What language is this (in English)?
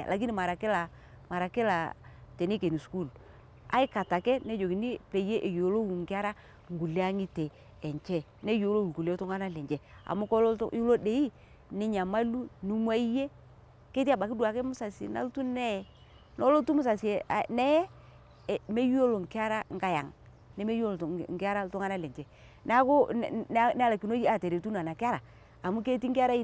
Masai